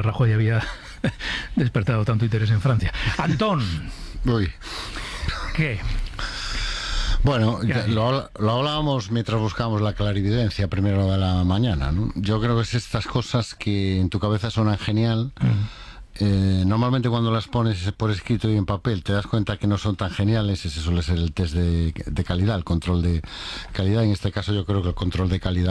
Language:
Spanish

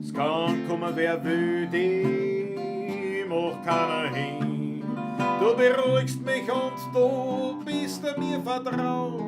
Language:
Bavarian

